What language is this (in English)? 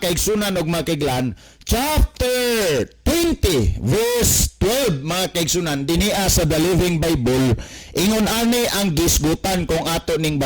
Cebuano